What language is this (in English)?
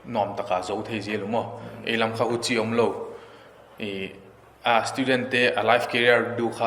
Paite Chin